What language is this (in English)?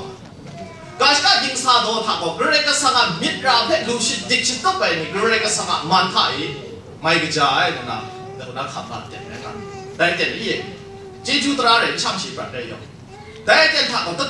Kachin